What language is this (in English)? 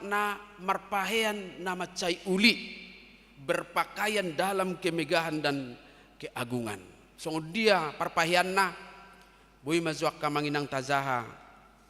Batak Toba